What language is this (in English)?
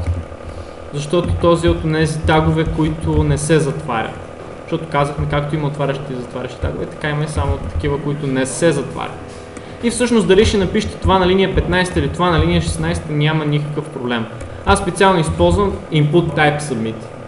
Bulgarian